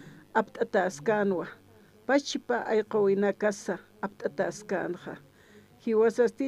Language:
Aymara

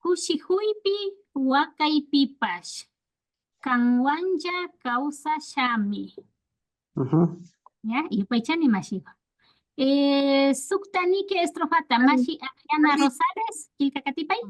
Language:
Imbabura Highland Quichua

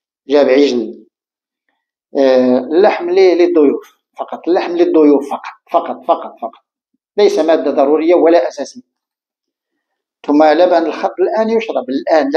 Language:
Arabic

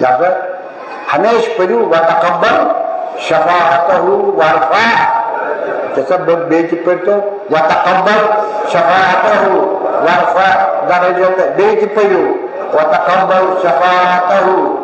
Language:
Kashmiri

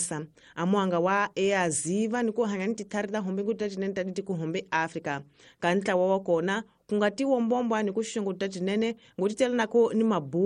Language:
Tsonga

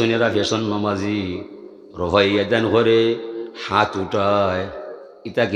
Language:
Sylheti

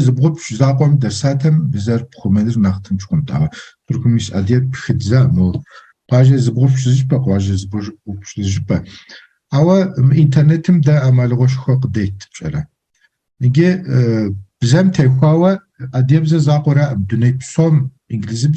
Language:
Kabardian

